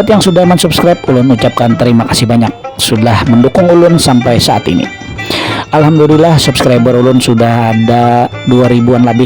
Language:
Banjar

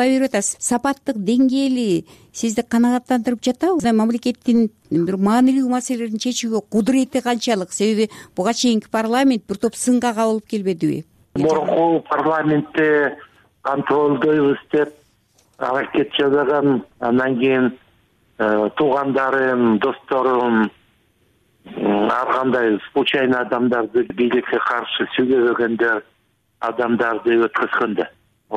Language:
Kyrgyz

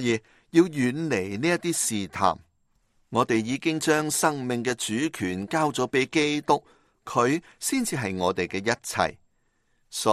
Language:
Cantonese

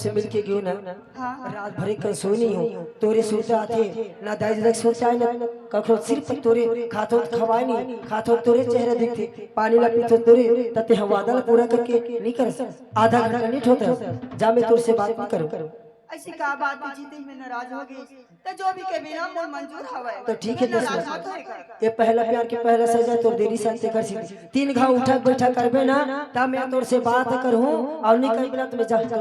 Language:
Chhattisgarhi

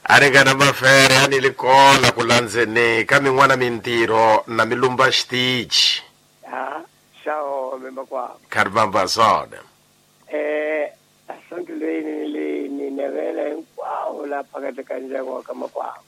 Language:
Tsonga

